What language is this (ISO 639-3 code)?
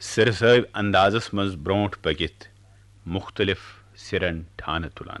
kas